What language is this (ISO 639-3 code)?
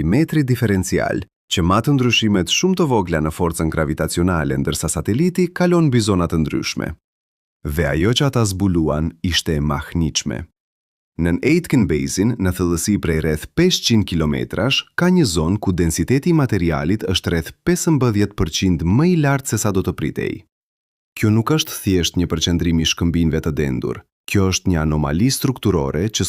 sqi